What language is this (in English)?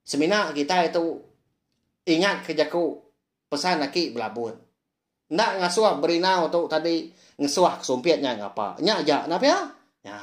Iban